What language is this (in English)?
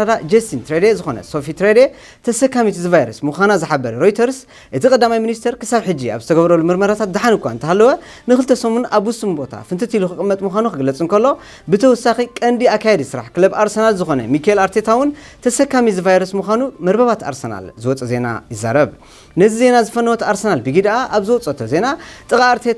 Tigrinya